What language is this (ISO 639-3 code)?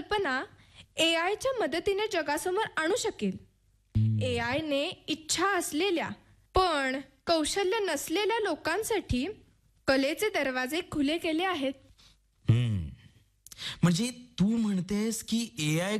mar